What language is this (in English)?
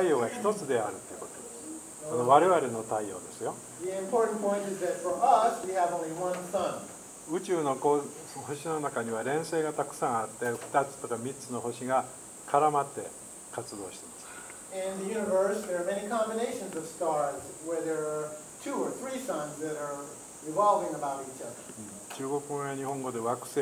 Japanese